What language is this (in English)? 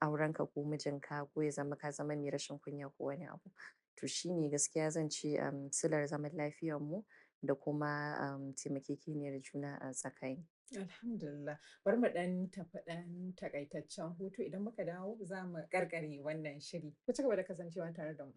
Hausa